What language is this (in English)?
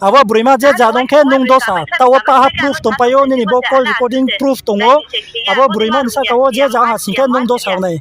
Riang (India)